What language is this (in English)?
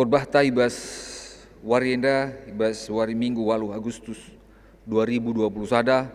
Batak Karo